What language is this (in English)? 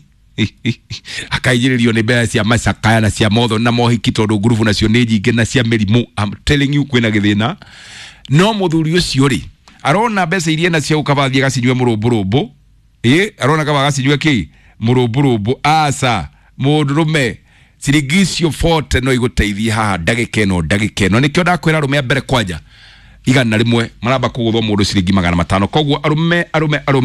Kikuyu